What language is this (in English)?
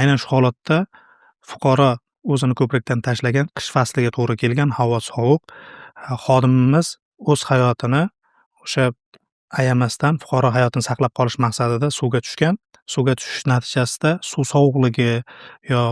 Uzbek